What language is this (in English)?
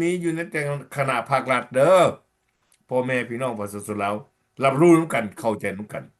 Lao